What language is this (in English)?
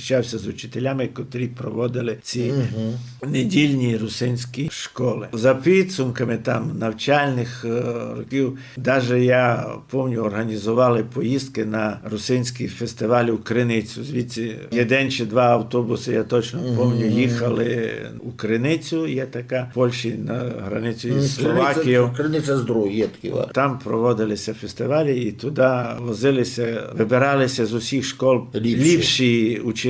Rusyn